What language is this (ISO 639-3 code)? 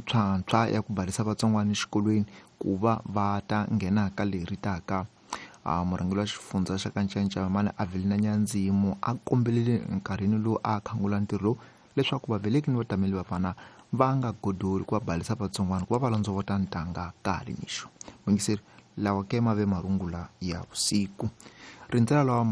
tso